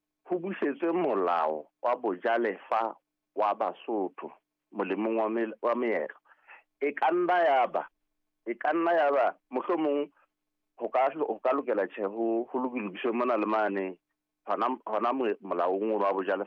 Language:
Southern Sotho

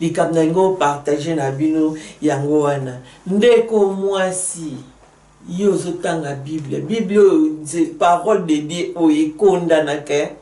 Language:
Lingala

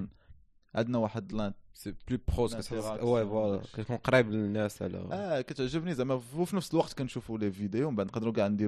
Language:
Moroccan Arabic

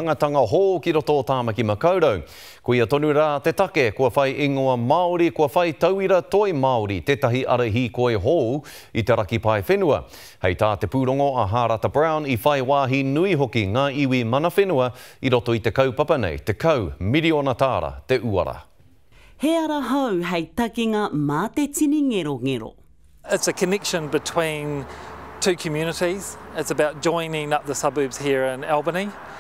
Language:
Māori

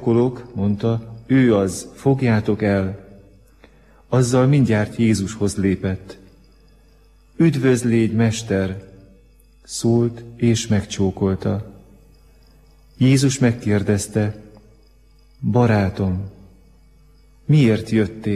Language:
Hungarian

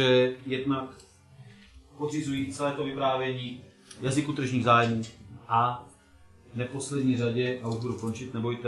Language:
Czech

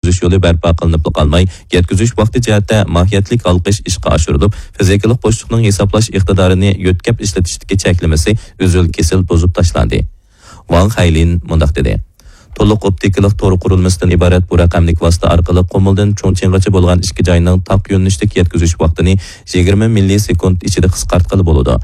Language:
Uyghur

